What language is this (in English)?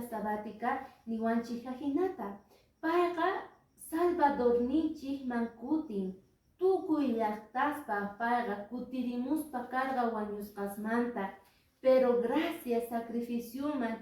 Quechua